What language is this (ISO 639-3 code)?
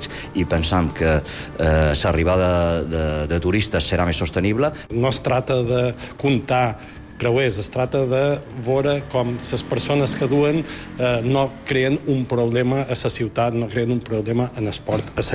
cat